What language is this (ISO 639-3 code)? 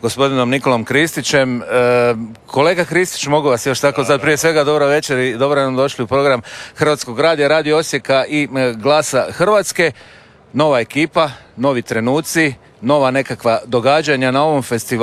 hrv